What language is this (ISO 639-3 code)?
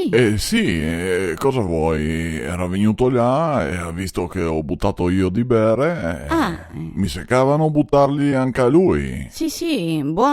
vec